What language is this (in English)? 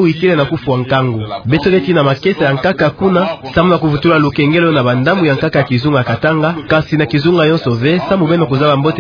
Kituba (Democratic Republic of Congo)